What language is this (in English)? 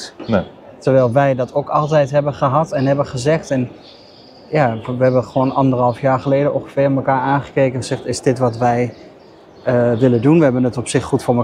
Dutch